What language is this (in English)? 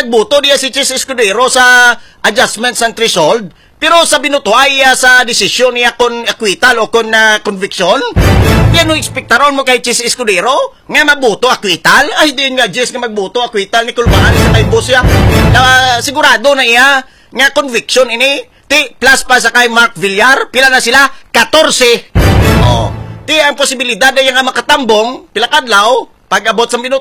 Hiligaynon